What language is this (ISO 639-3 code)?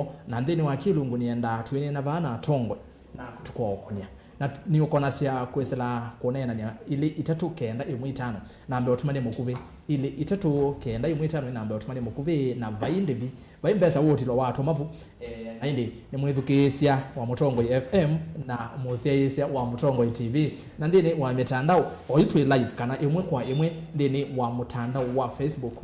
kam